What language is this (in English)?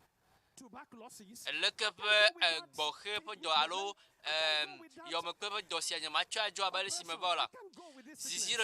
Ewe